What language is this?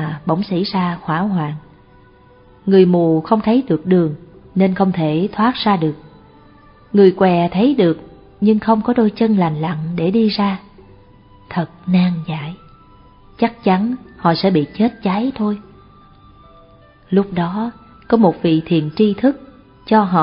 Vietnamese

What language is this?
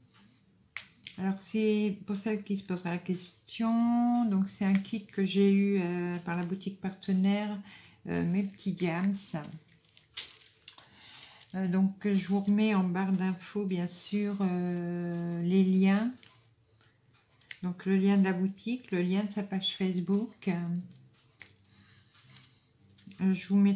French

